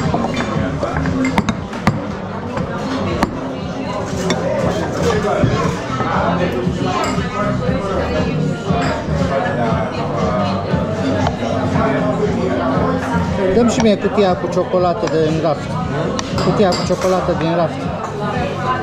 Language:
Romanian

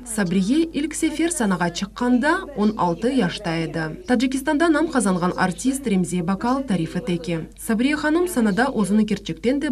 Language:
Crimean Tatar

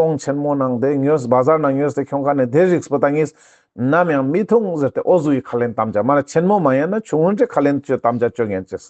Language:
Ladakhi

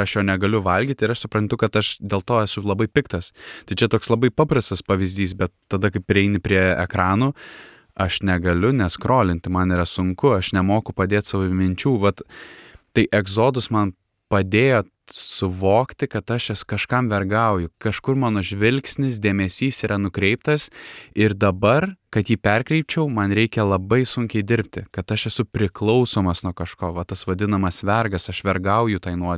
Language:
Lithuanian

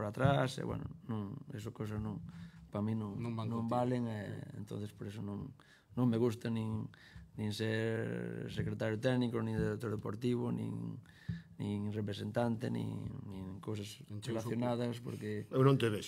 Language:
Galician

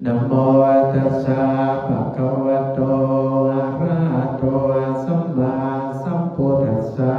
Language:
Pali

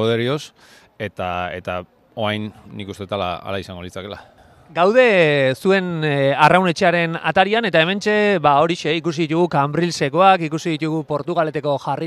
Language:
Basque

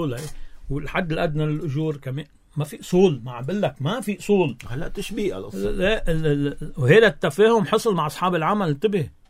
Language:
North Levantine Arabic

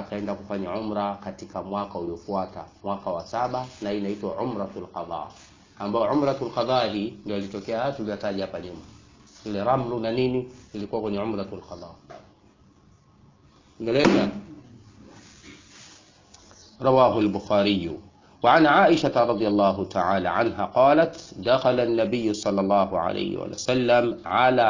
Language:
Swahili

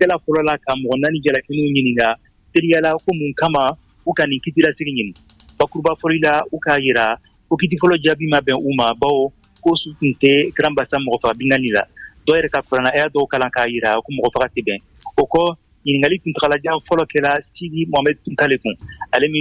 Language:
Bambara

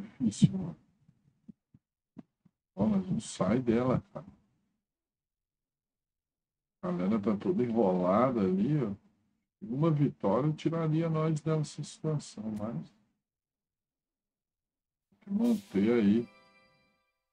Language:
Portuguese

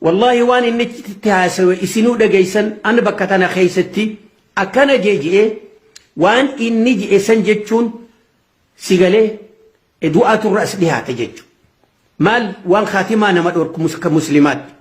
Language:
Oromo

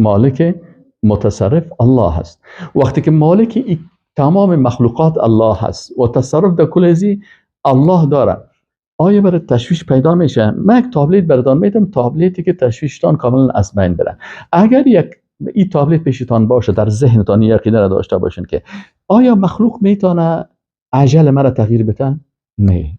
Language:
Persian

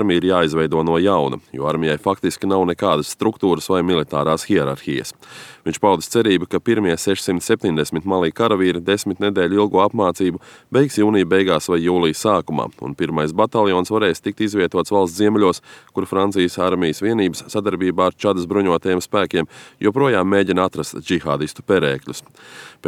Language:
Latvian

